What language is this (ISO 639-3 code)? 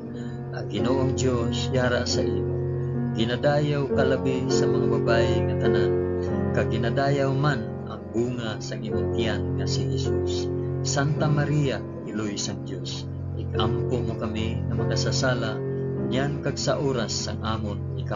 hil